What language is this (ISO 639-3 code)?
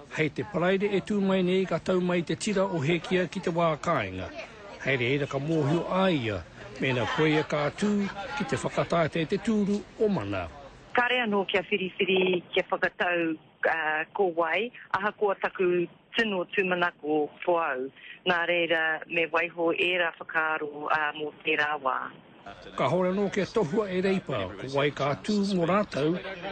mri